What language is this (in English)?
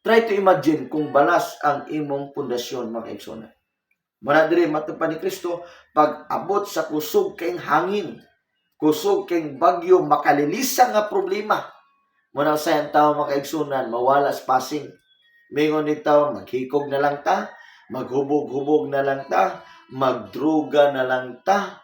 Cebuano